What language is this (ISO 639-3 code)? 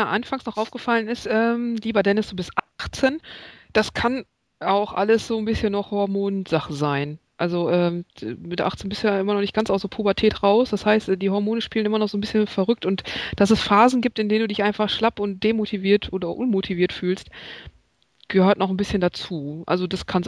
deu